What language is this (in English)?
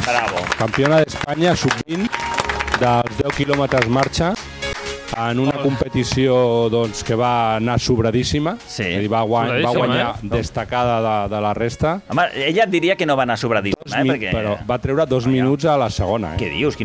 Catalan